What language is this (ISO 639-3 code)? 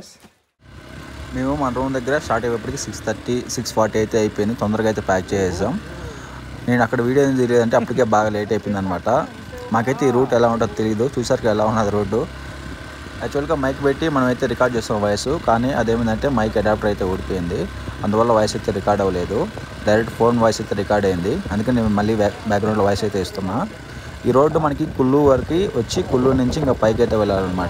tel